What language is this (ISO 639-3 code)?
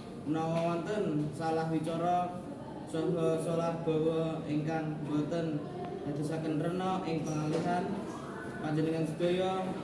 jav